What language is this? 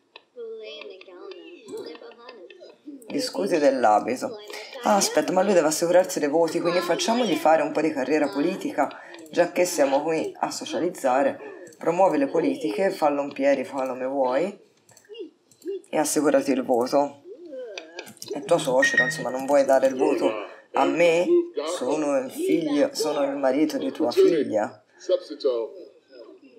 Italian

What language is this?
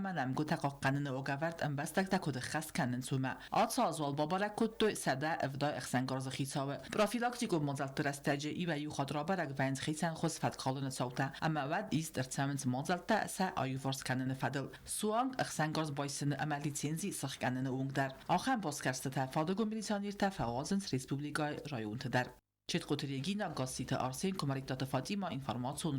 Ossetic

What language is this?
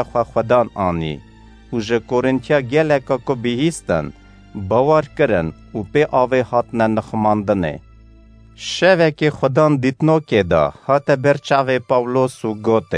Kurdish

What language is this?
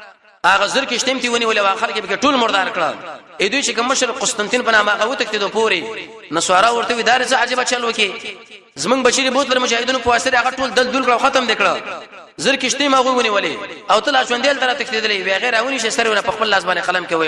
Pashto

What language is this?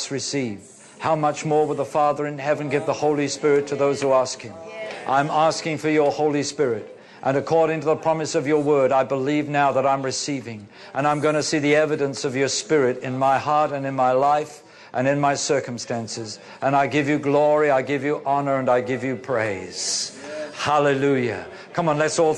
English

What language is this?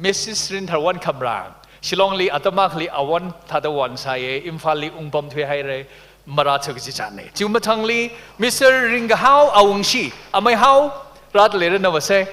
Tangkhul Naga (India)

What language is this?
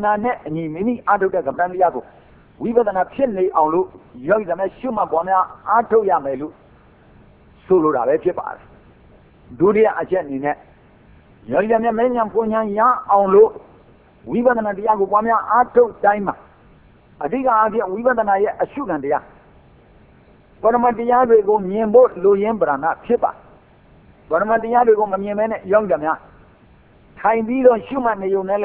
Burmese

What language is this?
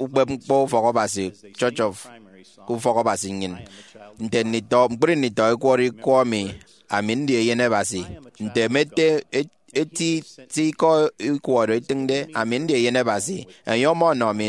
Efik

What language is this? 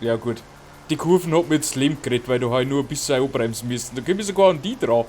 Bavarian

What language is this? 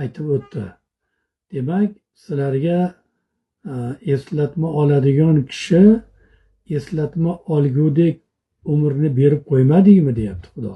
Uzbek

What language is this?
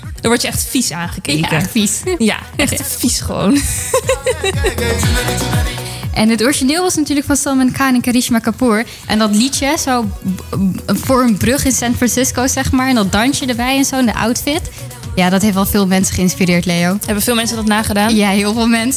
Dutch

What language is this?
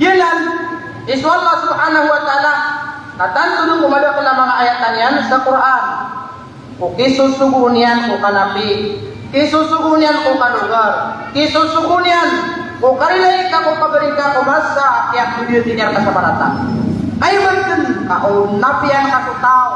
Maranao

